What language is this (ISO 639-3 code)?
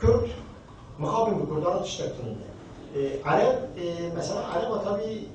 kur